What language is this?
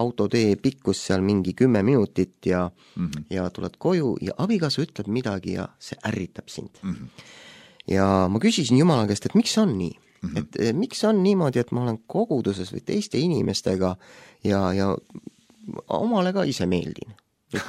Estonian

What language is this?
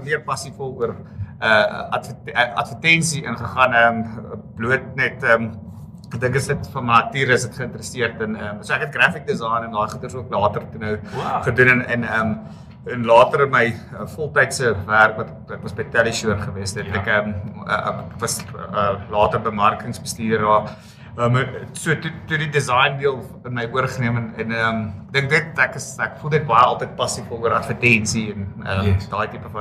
Afrikaans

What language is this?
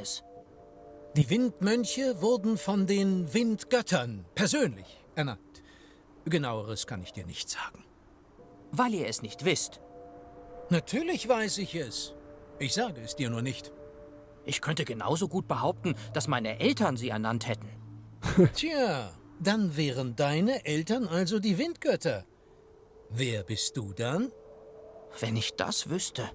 Swiss German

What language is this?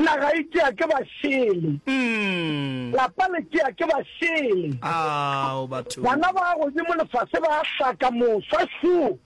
Northern Sotho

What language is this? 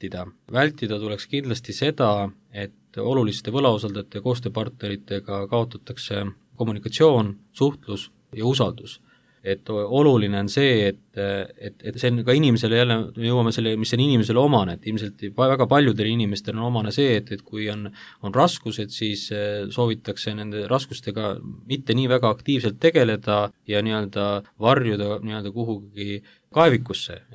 Estonian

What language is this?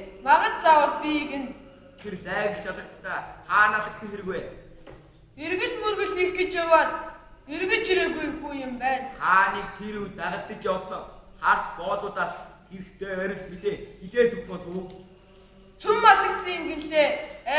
Mongolian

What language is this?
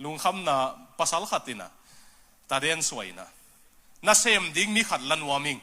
Tedim Chin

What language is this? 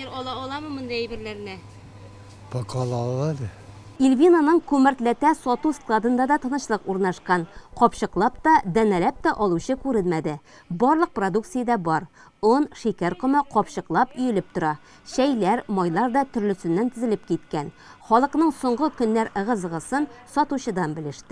Tatar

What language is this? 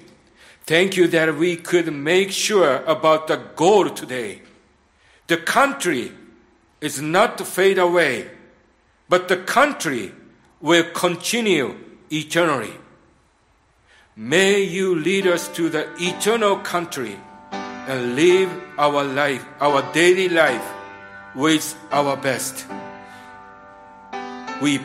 Japanese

